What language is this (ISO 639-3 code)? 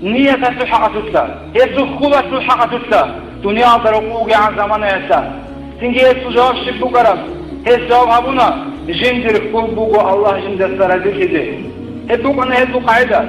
ava